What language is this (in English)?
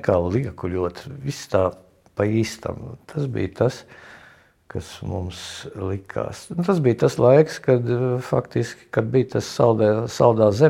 Latvian